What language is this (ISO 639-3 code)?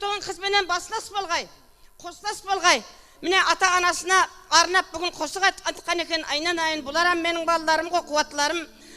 kaa